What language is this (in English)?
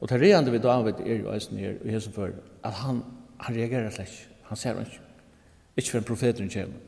Faroese